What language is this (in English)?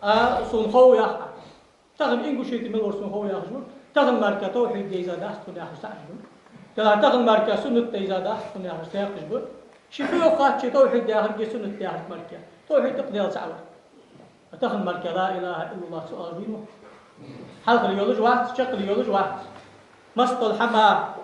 Ingush